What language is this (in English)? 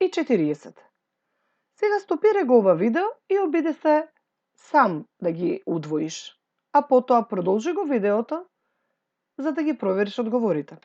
Macedonian